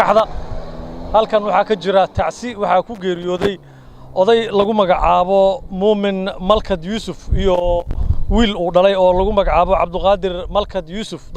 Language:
Somali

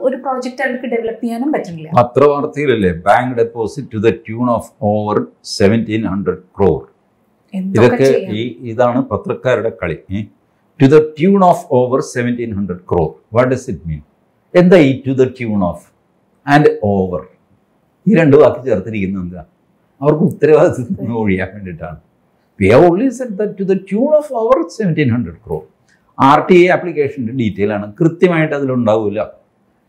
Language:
Malayalam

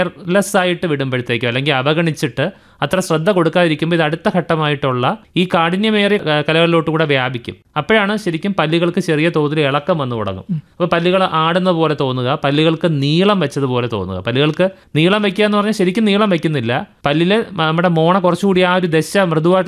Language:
Malayalam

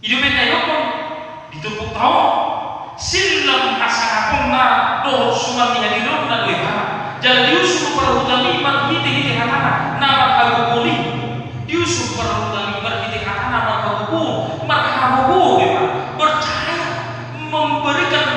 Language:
Batak Toba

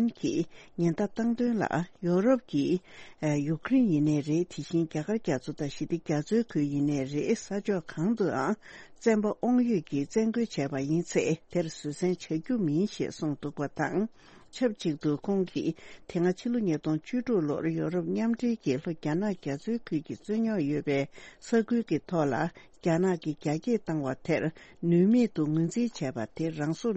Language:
Tibetan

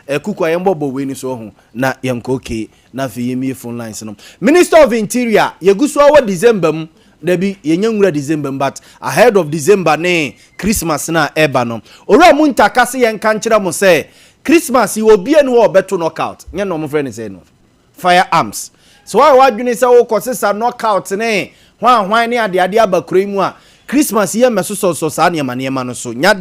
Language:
Akan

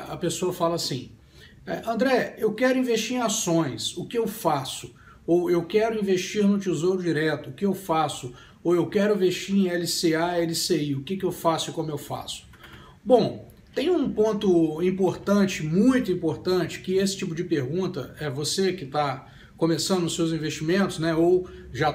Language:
Portuguese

